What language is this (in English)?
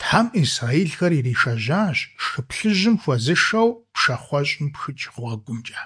Kabardian